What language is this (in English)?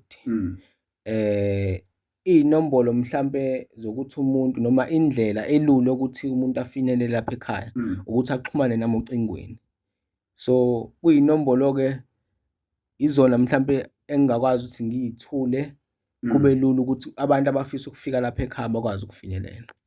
Zulu